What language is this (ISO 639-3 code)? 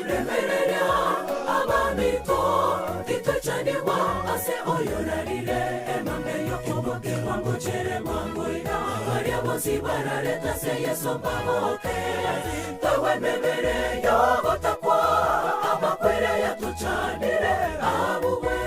guz